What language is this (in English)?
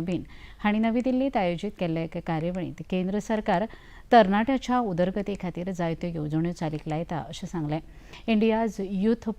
Konkani